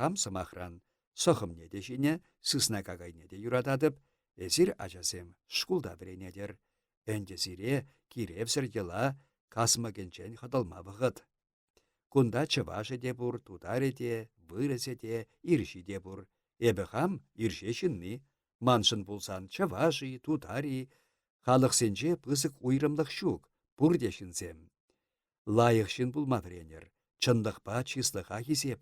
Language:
Chuvash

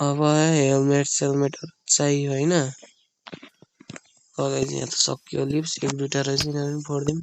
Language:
Nepali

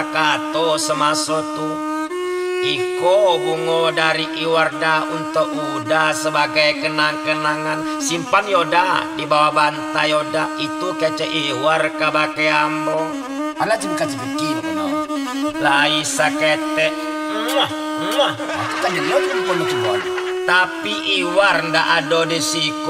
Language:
Minangkabau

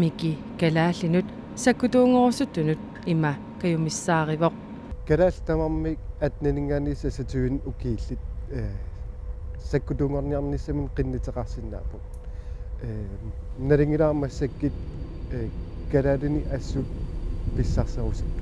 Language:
Kalaallisut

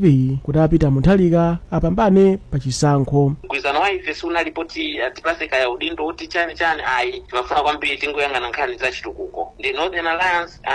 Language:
Nyanja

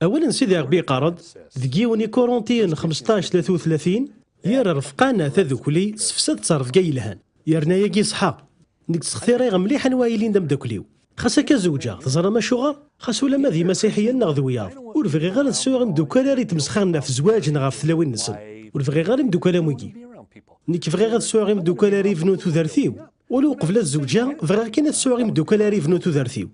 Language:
Kabyle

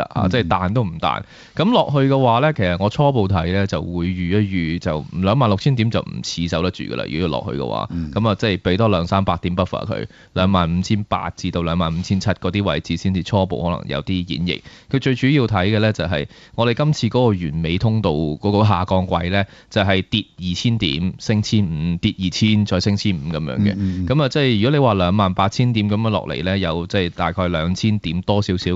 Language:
Cantonese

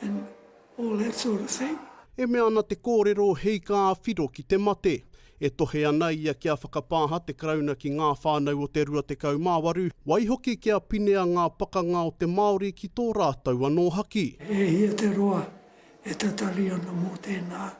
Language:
Māori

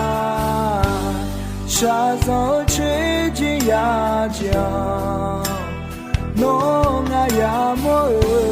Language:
Akha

